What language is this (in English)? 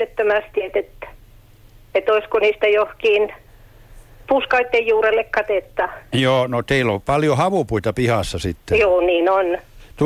Finnish